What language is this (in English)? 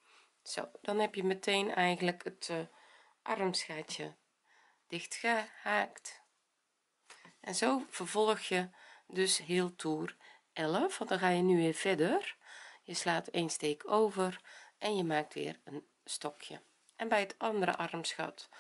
Dutch